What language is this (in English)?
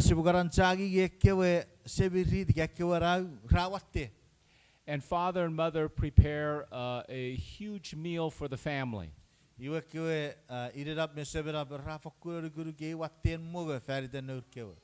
Chuukese